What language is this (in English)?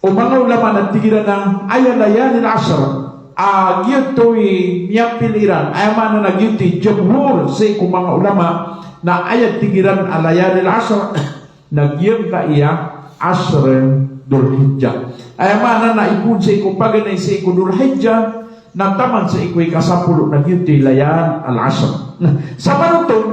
Maranao